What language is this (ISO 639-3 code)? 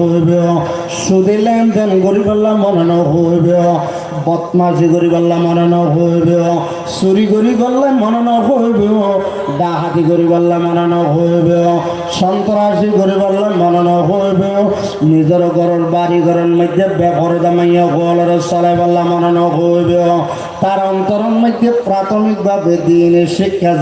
rhg